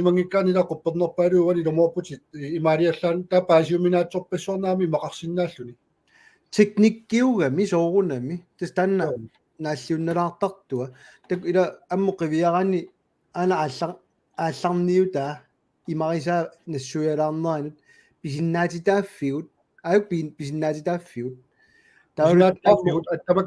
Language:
Kalaallisut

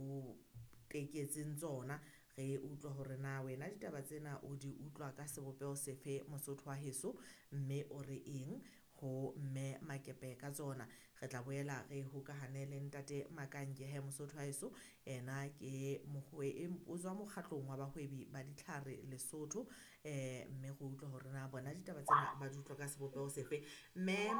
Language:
Southern Sotho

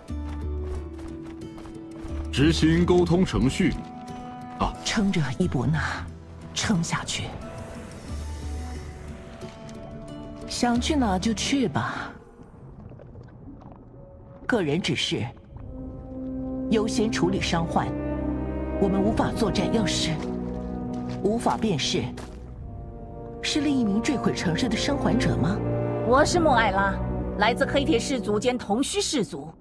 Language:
Chinese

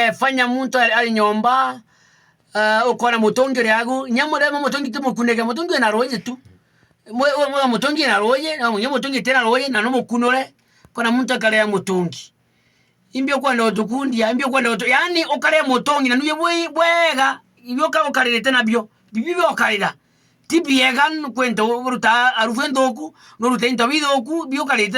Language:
Meru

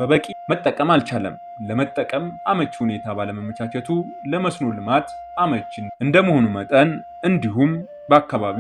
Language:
Amharic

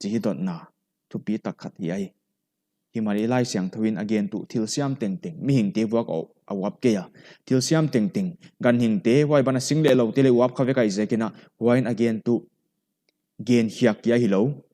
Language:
Paite Chin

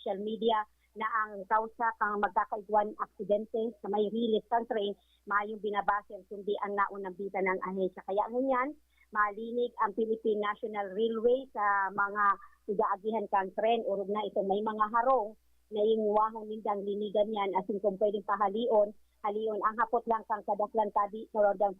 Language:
Bikol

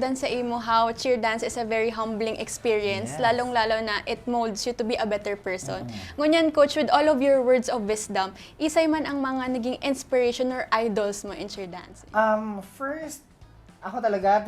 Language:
Bikol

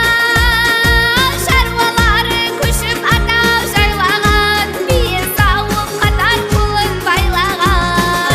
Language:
Kara-Kalpak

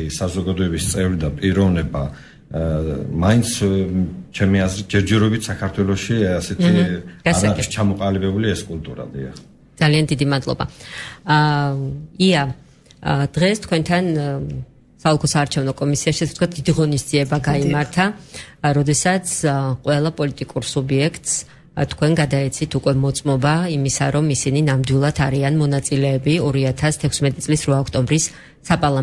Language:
Georgian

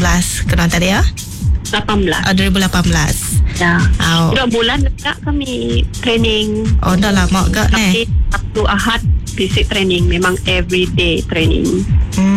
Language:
Iban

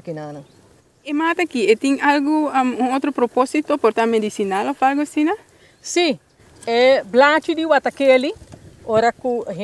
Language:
Papiamento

